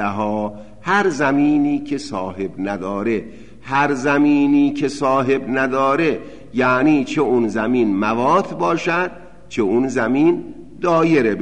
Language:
Persian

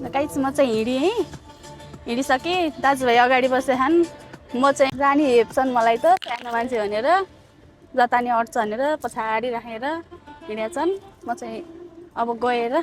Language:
Nepali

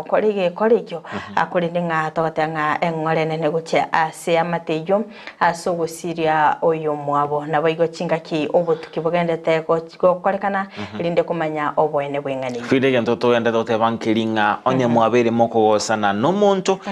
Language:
Gusii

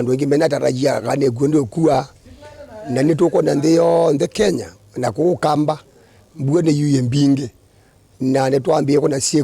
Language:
Kamba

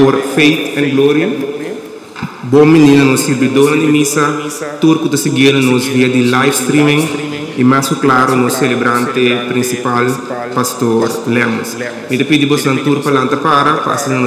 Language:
Papiamento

